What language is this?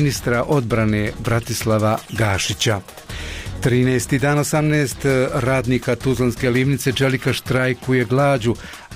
Bosnian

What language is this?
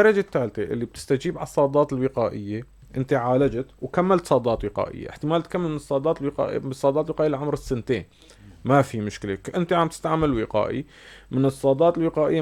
North Levantine Arabic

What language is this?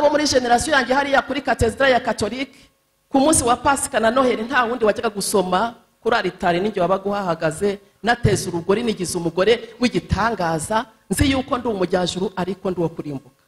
Kinyarwanda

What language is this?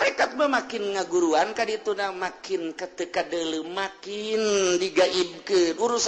Sundanese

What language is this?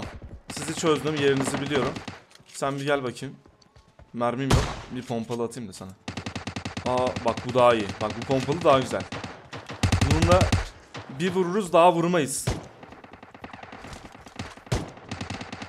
Turkish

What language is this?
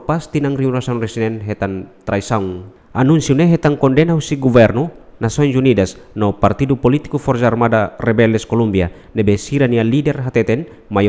Tetum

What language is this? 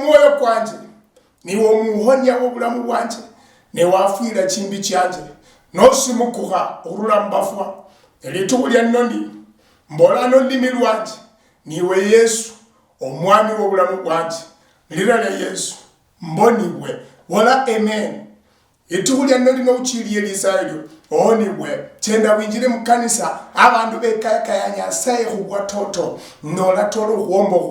Luyia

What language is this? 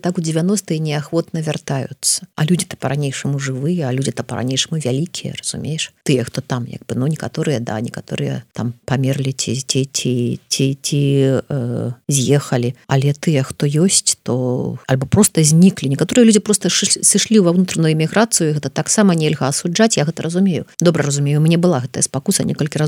Belarusian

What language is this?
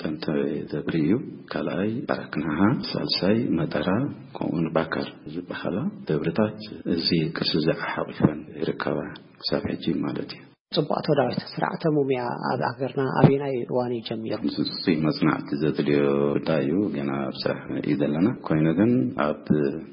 Tigrinya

